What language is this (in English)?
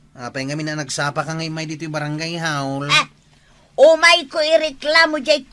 Iloko